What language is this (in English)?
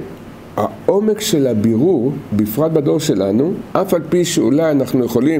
Hebrew